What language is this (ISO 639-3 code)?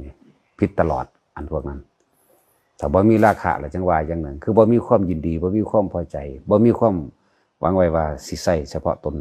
tts